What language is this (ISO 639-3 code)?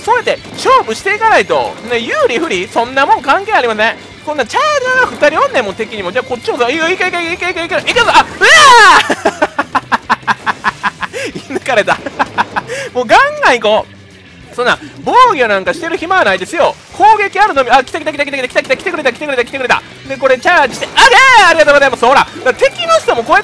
jpn